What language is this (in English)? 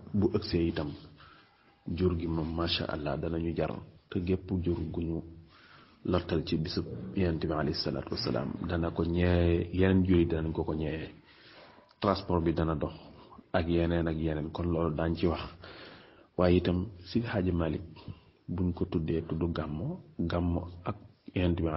Wolof